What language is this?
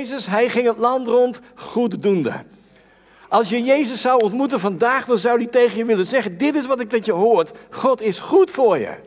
Dutch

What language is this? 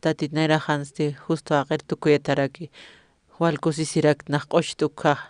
Aymara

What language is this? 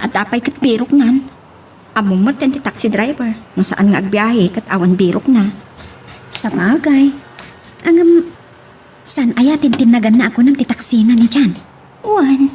Iloko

